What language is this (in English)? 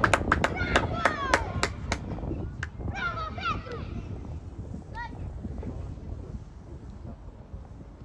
Romanian